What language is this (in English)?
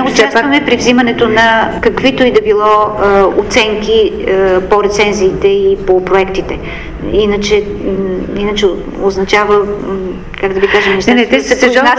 Bulgarian